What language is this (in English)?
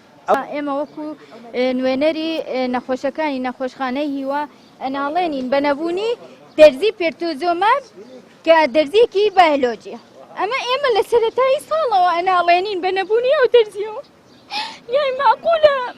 Central Kurdish